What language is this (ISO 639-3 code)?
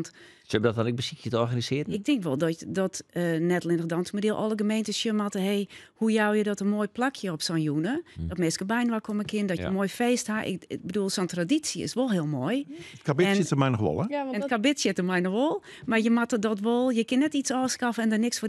fry